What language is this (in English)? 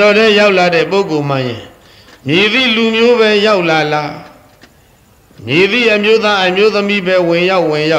Burmese